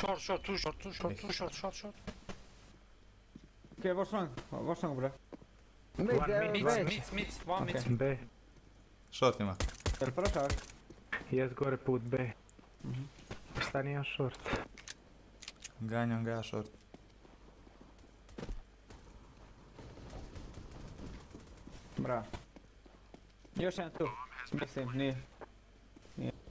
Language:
Croatian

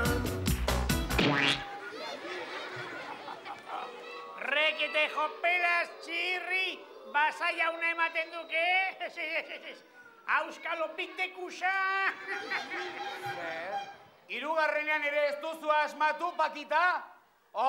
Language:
Basque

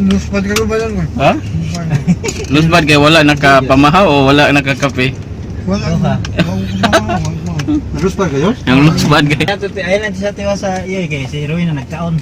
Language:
Cebuano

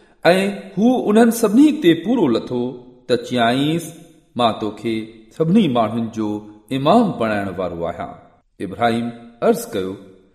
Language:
Sindhi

